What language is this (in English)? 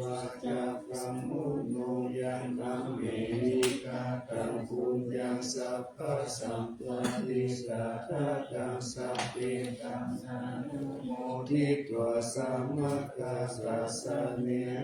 Pali